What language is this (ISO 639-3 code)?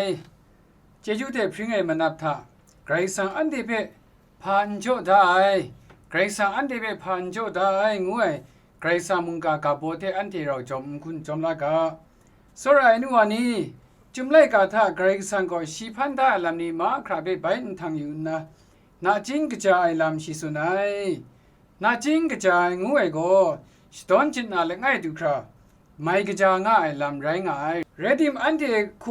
kac